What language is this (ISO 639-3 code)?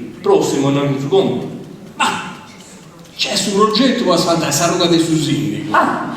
srd